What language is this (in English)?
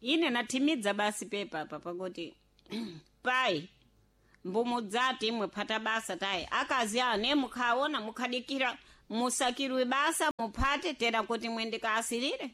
Sena